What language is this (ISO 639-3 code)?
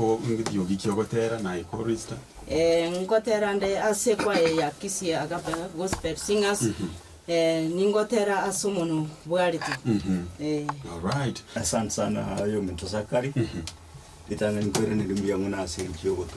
guz